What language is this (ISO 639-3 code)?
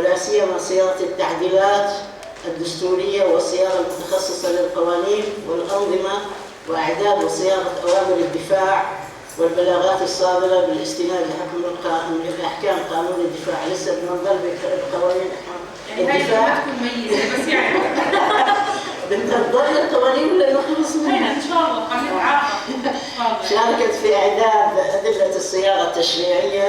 apc